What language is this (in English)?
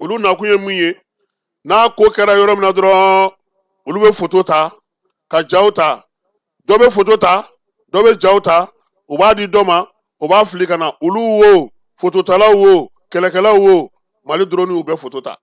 Bambara